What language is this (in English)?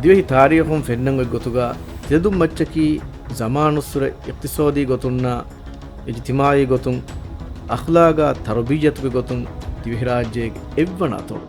Divehi